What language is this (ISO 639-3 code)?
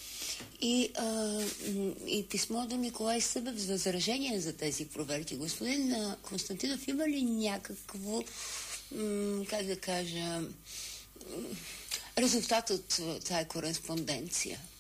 bul